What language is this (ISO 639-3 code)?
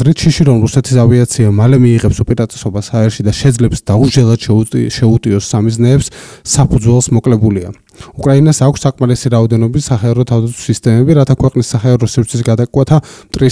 kat